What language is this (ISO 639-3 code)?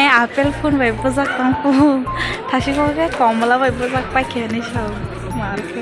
trp